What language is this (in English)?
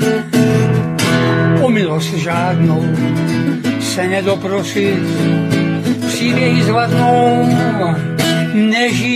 Czech